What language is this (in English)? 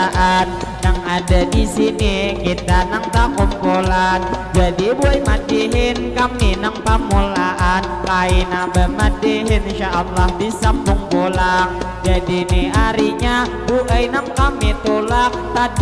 Banjar